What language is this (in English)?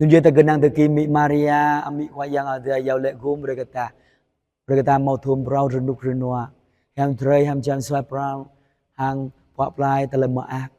Jarai